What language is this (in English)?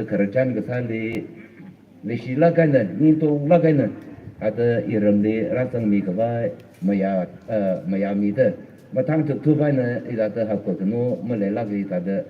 Tangkhul Naga (India)